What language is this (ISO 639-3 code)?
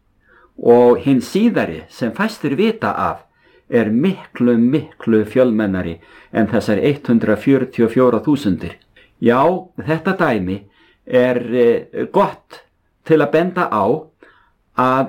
isl